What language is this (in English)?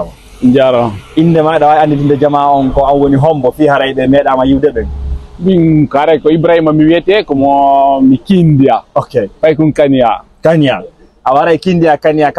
Fula